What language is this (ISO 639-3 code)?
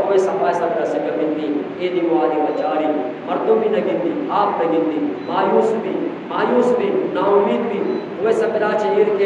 bgp